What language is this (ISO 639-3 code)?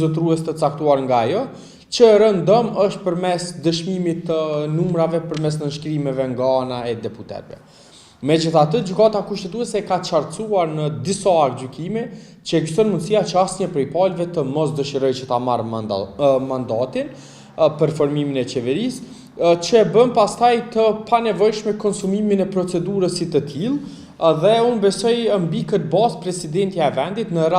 sqi